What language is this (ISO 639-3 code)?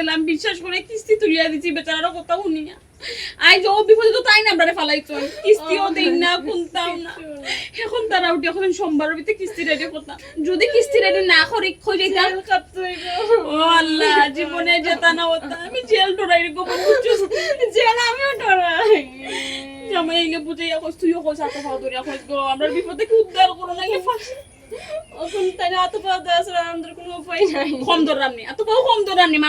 syl